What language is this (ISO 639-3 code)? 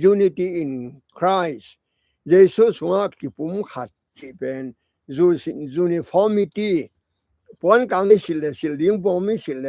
ctd